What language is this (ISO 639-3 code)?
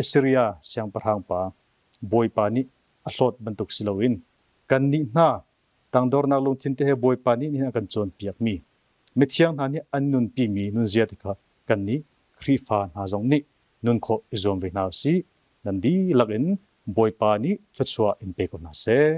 cnh